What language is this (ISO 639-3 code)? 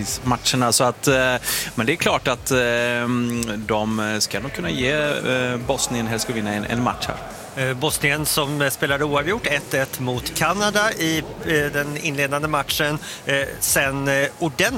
swe